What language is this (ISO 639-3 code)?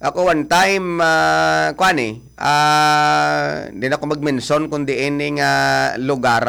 hil